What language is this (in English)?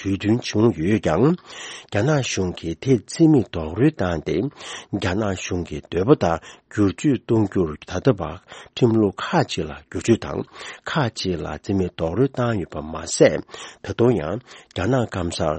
Tibetan